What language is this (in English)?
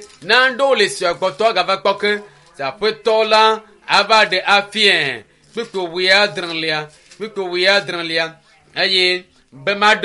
Ewe